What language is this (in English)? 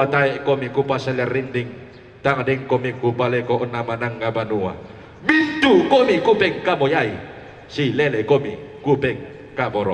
Toraja-Sa'dan